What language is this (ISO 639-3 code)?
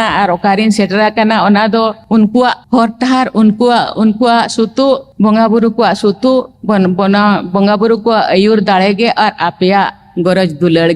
sat